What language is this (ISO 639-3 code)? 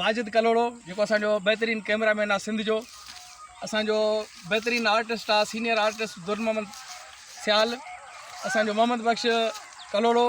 snd